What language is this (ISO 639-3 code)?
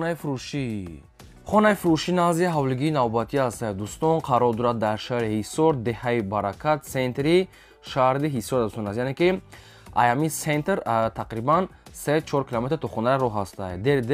tgk